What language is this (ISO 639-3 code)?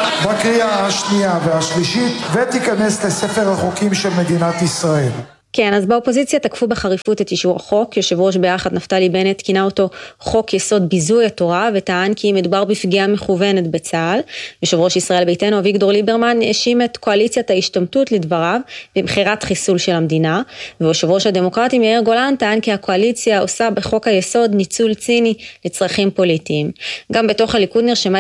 heb